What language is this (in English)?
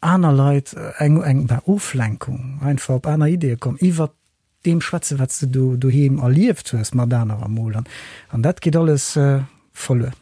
Luxembourgish